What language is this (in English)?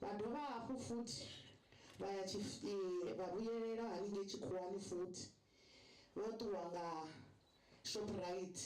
Venda